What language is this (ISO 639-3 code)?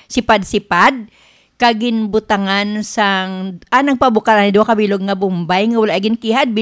hil